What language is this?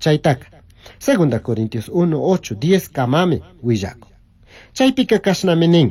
Chimborazo Highland Quichua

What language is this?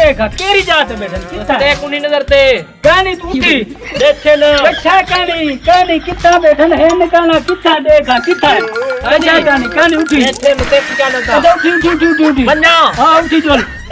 Saraiki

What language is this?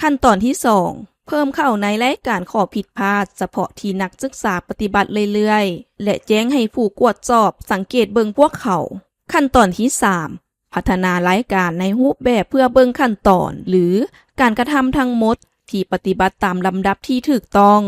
Lao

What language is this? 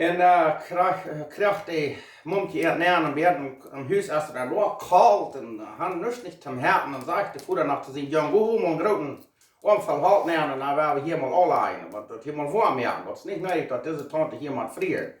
Plautdietsch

